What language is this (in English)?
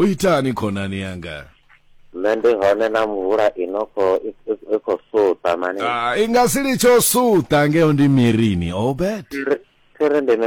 Venda